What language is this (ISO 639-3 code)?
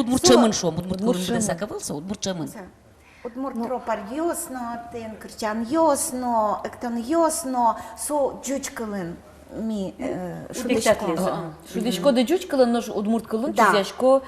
udm